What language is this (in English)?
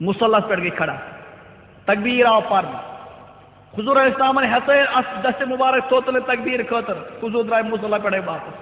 Kashmiri